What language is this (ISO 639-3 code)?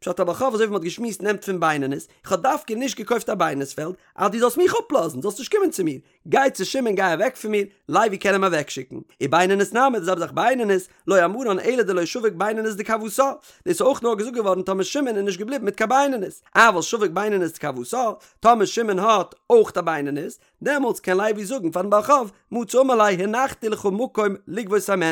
yid